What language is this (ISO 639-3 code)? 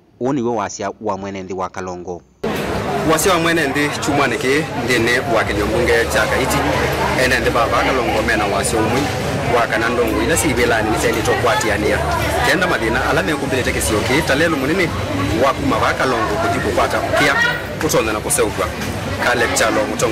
kam